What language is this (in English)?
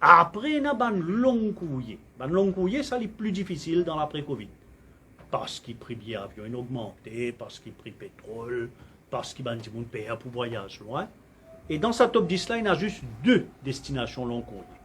Morisyen